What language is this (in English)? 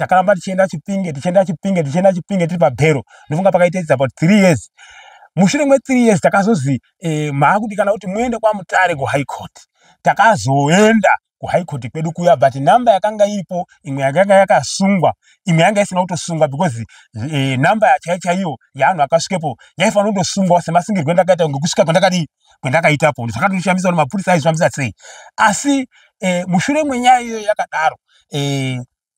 Shona